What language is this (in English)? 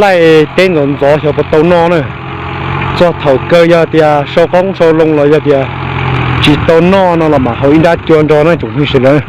Hmong